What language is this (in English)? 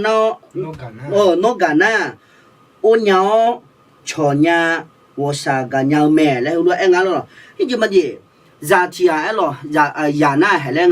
Akha